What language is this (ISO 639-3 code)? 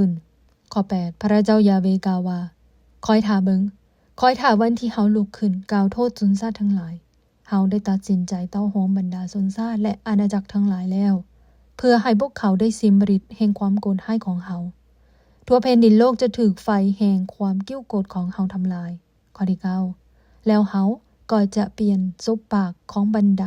lao